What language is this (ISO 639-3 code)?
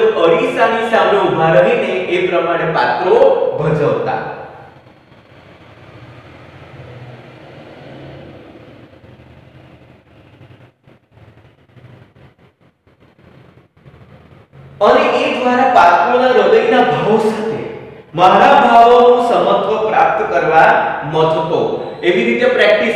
guj